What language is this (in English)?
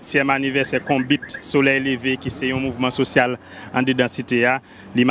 Haitian Creole